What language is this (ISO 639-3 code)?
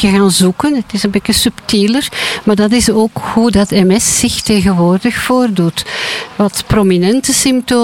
nld